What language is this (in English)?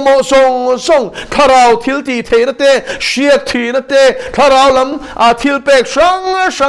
Mizo